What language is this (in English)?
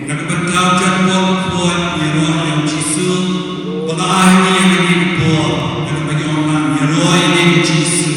Khasi